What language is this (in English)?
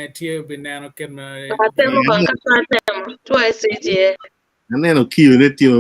Acoli